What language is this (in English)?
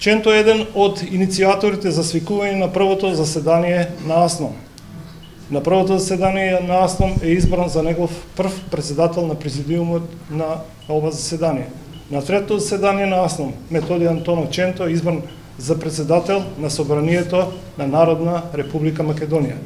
Macedonian